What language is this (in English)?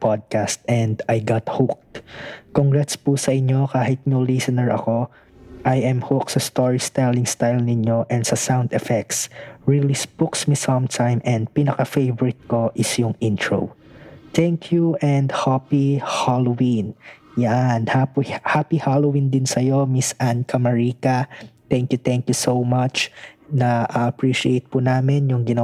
Filipino